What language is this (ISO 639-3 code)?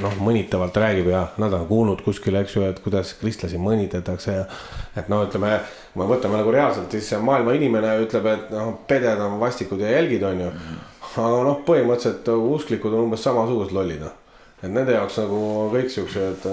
est